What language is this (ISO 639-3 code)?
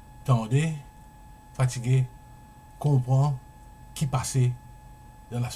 mfe